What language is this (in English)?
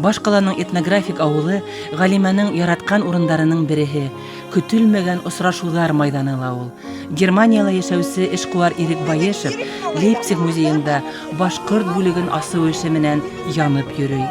Bashkir